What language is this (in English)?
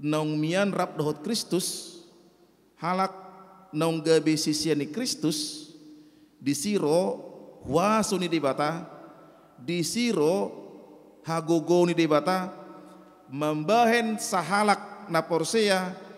Batak Toba